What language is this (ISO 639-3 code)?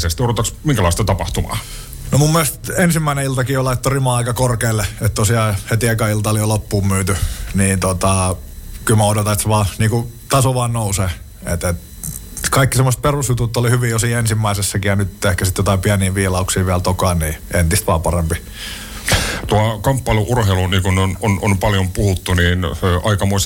fin